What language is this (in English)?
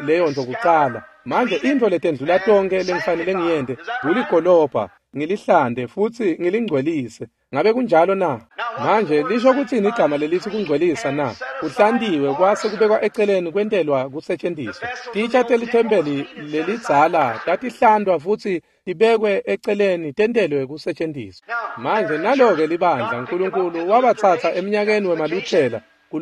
Swati